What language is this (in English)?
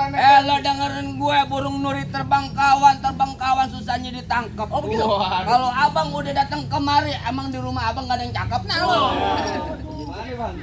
Betawi